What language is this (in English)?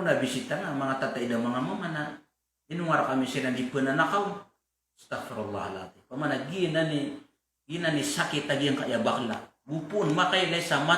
Maranao